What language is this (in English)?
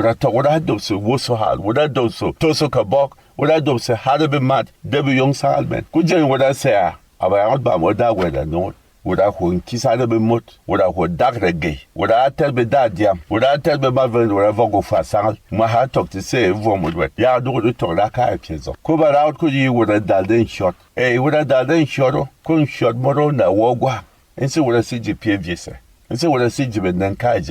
Berom